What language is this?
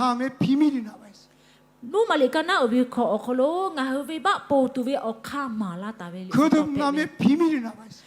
Lahu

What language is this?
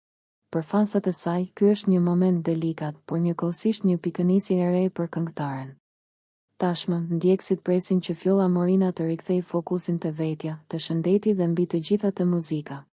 Albanian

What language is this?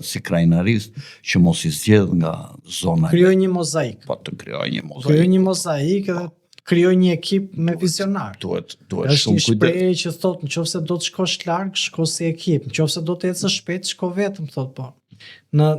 Albanian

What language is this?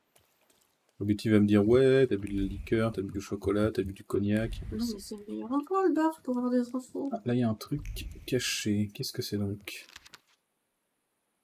French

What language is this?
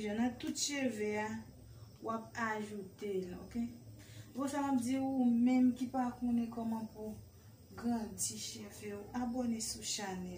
Haitian Creole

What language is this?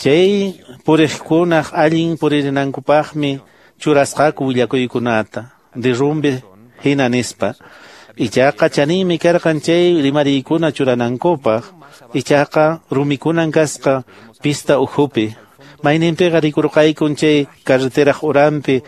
Quechua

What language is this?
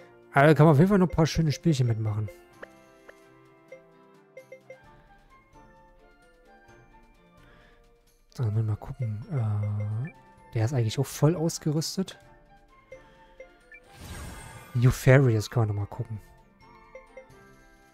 German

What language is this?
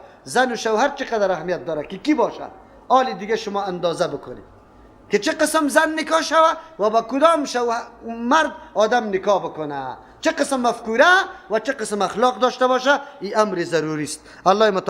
Persian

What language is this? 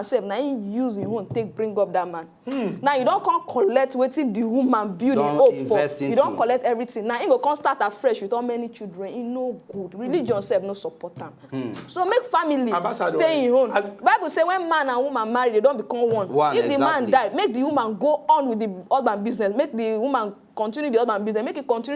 Nigerian Pidgin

